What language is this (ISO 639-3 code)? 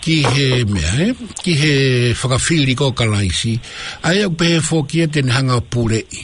ton